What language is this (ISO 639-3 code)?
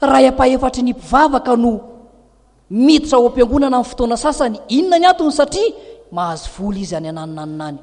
mlg